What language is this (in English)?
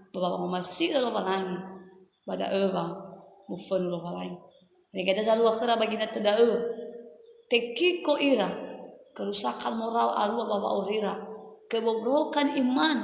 Nias